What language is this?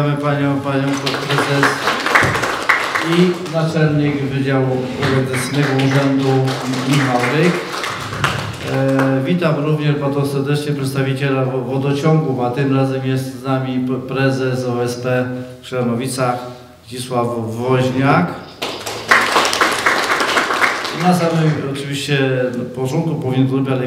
Polish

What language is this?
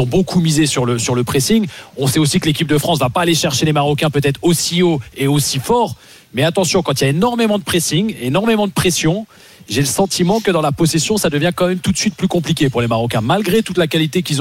French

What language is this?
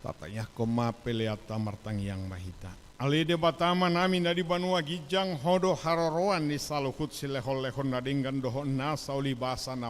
Batak Toba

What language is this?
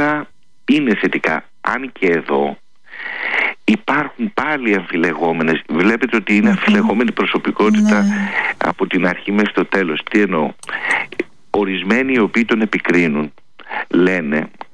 Greek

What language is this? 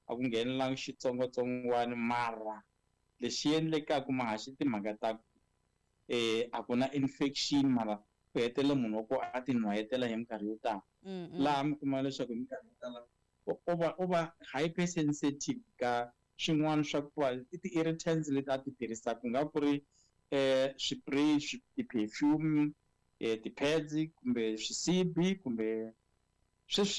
Tsonga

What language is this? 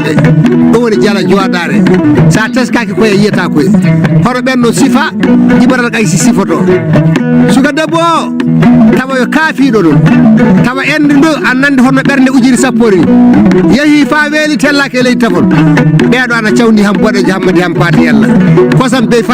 Fula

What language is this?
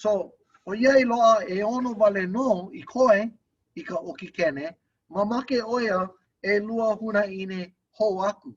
Hawaiian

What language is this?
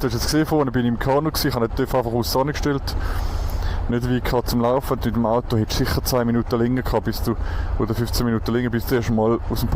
Swiss German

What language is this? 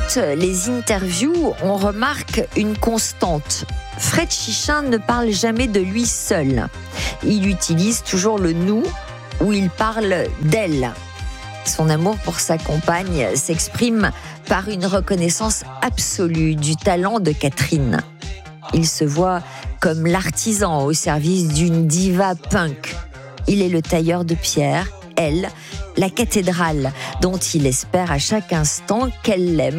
French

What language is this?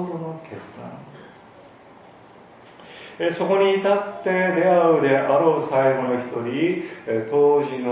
Japanese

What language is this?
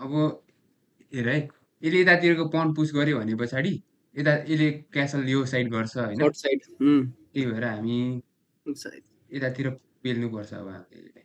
Nepali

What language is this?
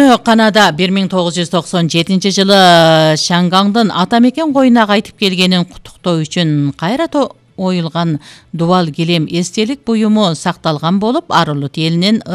Kyrgyz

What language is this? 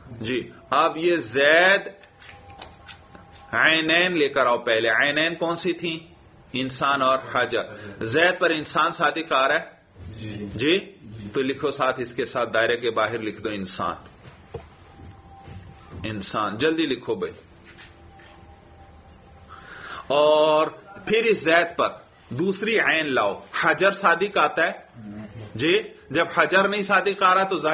Urdu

